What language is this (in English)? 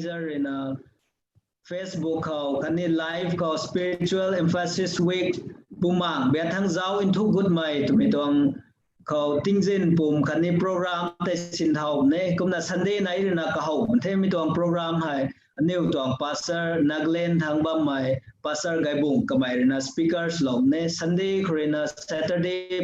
Rongmei Naga